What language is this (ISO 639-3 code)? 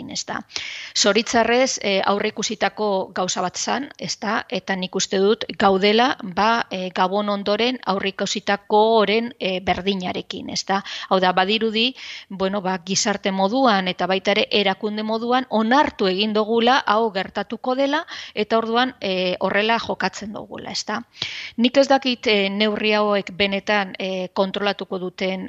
eus